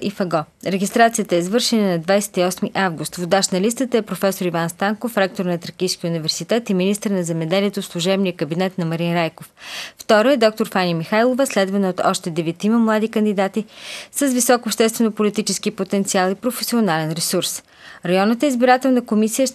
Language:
Bulgarian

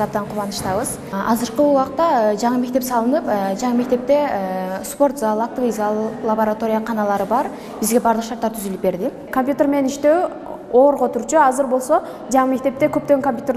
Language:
Kyrgyz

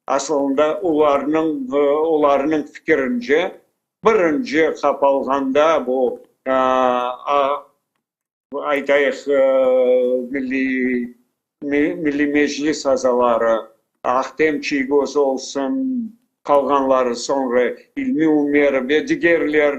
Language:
Crimean Tatar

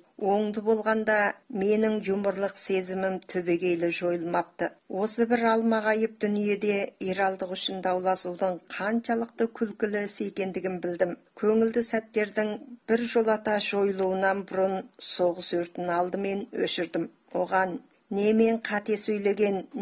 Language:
Kazakh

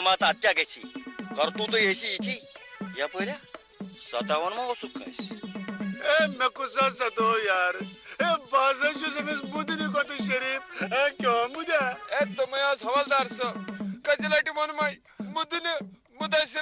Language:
Kashmiri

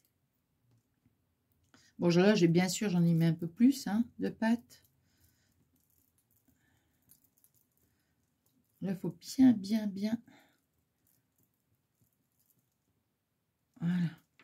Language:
French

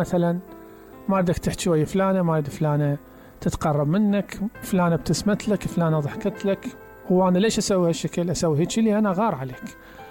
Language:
Mesopotamian Arabic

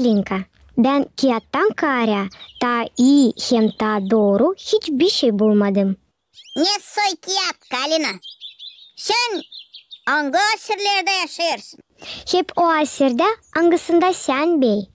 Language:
Gagauz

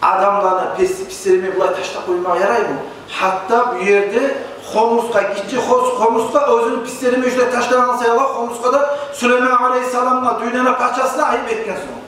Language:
Kumyk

